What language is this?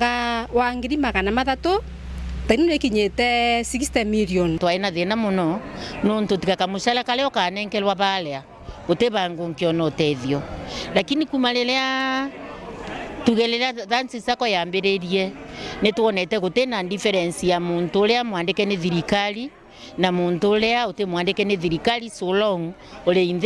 Meru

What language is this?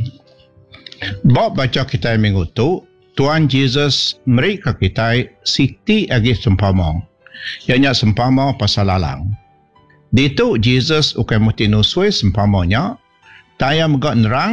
Iban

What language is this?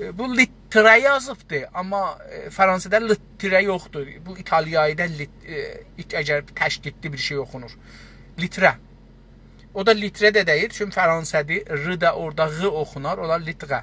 South Azerbaijani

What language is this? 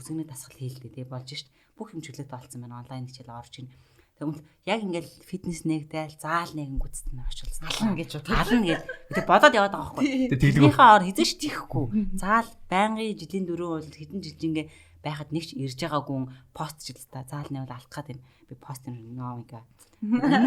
Mongolian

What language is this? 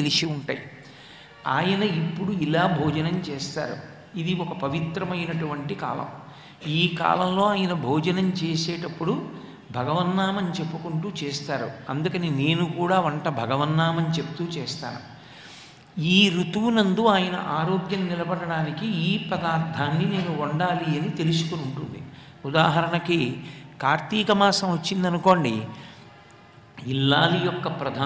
Telugu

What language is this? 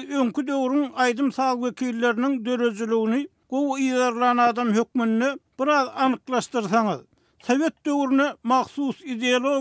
Turkmen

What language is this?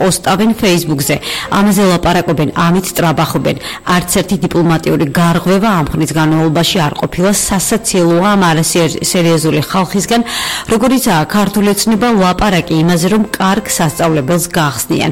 Georgian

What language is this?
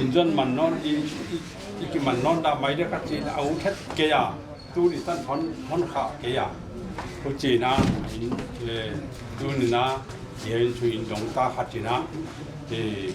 Paite Chin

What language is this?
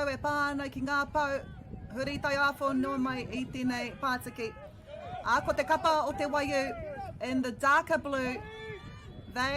Māori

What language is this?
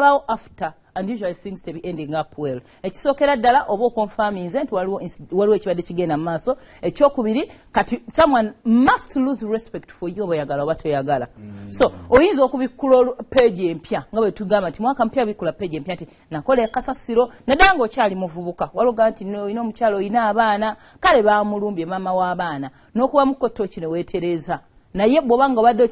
Ganda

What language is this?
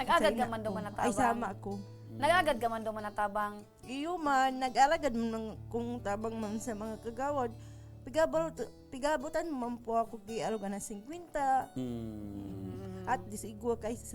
Bikol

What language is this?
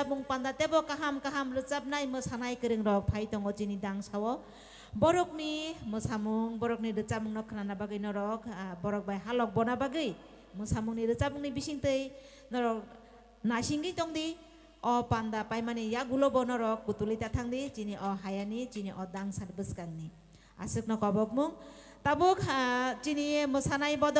Kok Borok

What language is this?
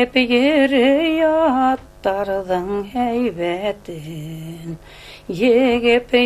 Bashkir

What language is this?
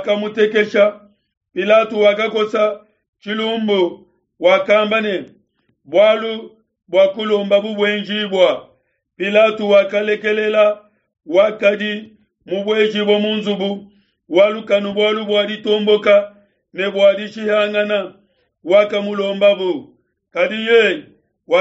Luba-Lulua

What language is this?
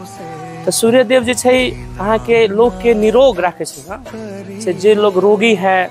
Maithili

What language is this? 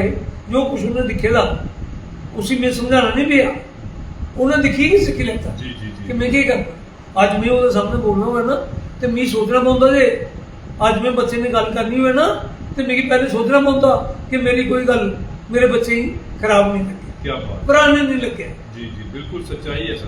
Dogri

